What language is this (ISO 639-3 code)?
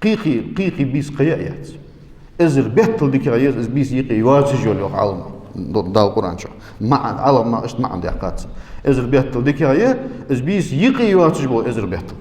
inh